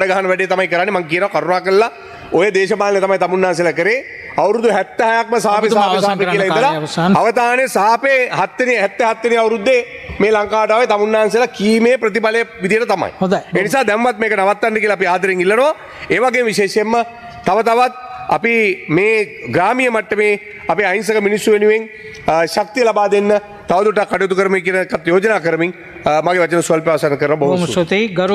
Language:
Sinhala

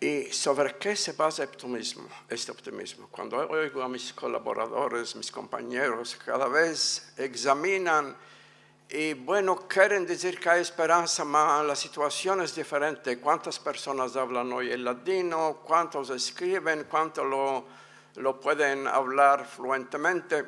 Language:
Ladino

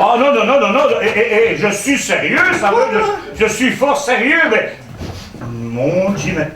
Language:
Picard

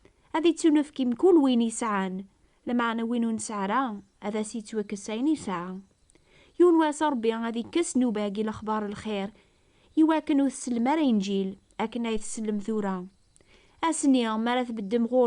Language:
Kabyle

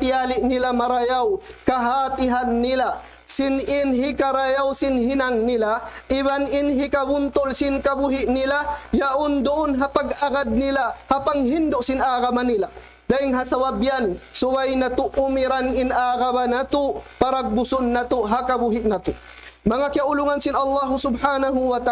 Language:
Tausug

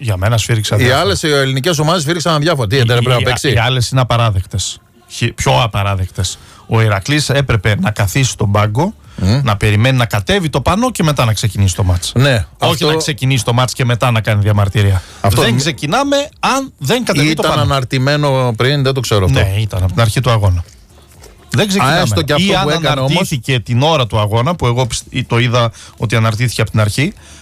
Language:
Greek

